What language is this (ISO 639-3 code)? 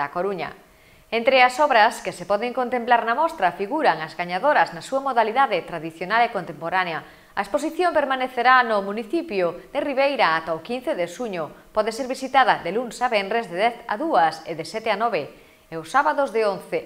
glg